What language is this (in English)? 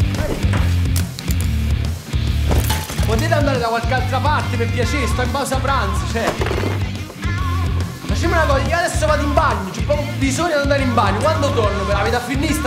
Italian